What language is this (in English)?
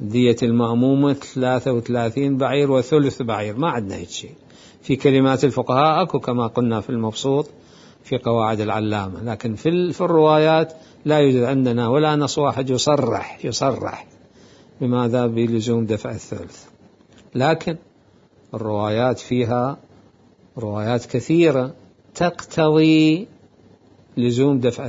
Mesopotamian Arabic